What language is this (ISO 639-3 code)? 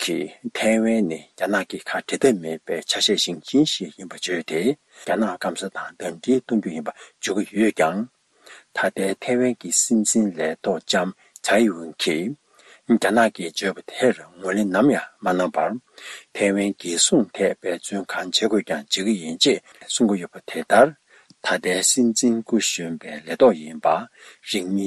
bod